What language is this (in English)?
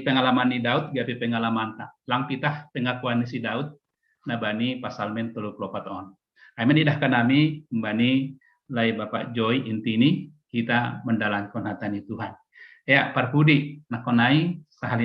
Batak Simalungun